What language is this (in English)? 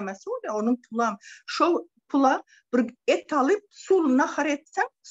Turkmen